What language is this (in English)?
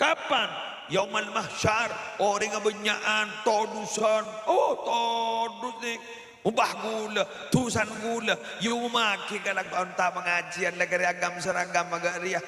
Madurese